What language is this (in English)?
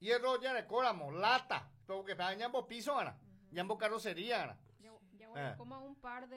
Guarani